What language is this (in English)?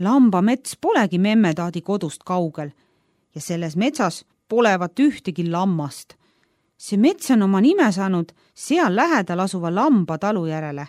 Estonian